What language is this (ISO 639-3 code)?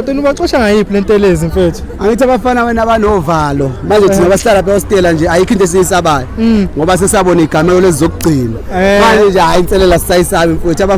zul